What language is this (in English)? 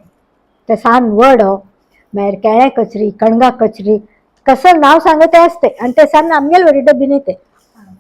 Konkani